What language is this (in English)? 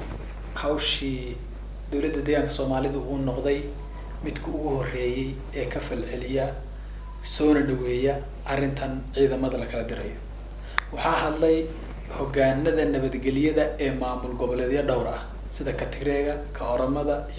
Somali